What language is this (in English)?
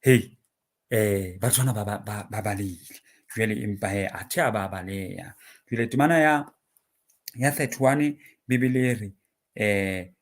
Southern Sotho